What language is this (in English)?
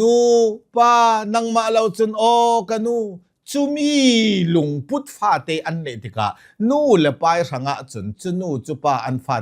Hakha Chin